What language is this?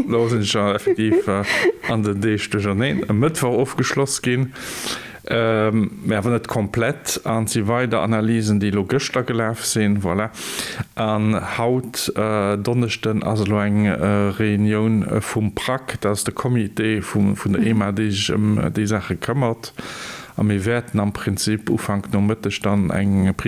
Luxembourgish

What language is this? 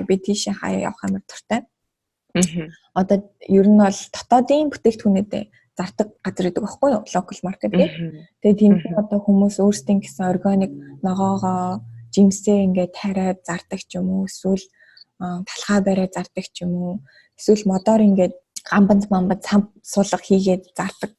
Mongolian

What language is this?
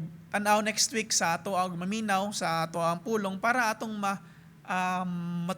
Cebuano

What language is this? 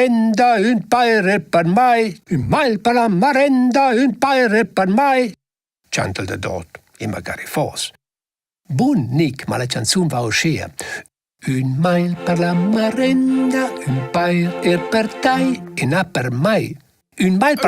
Romansh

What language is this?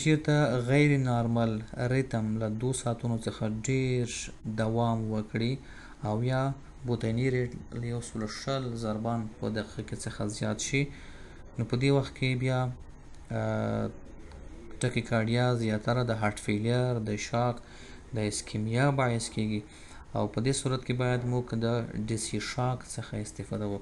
Pashto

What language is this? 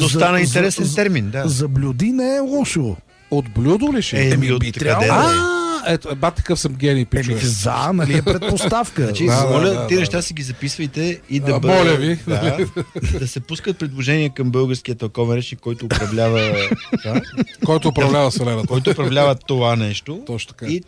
Bulgarian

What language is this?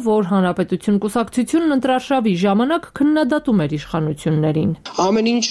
Armenian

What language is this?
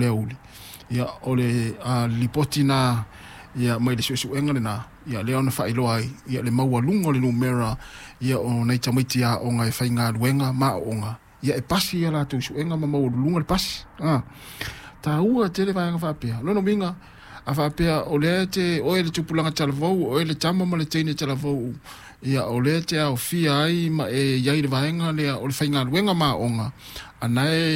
Samoan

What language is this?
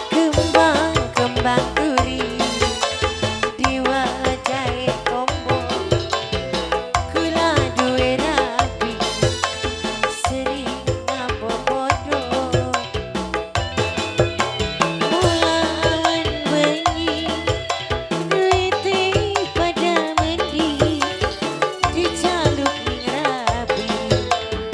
Javanese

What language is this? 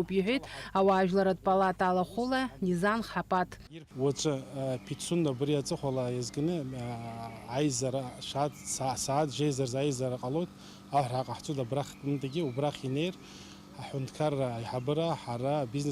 Abkhazian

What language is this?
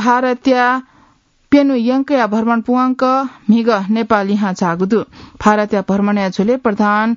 Newari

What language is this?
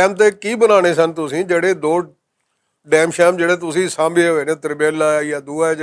Western Panjabi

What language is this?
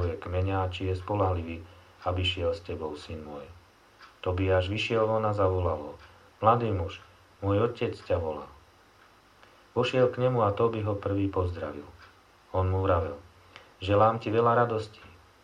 Slovak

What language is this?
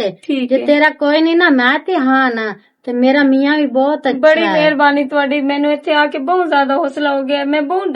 Western Panjabi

